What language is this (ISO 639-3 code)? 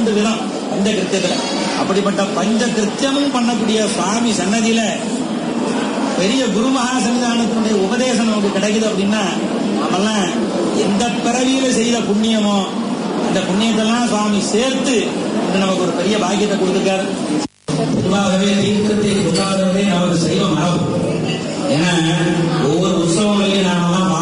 tam